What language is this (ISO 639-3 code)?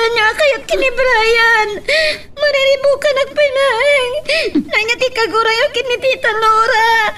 ilo